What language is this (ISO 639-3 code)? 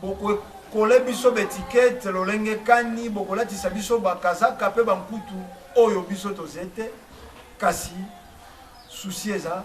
lin